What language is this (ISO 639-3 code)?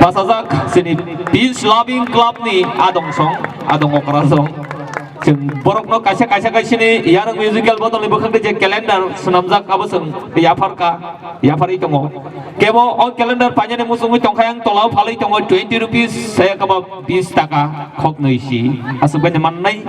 trp